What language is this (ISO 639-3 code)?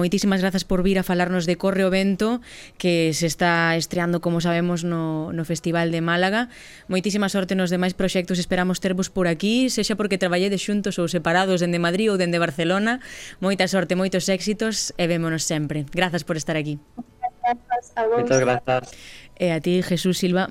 glg